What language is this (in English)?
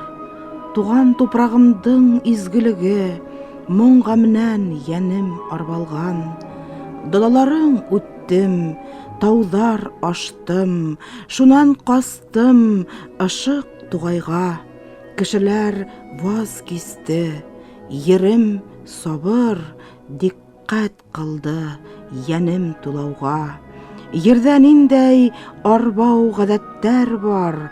Bashkir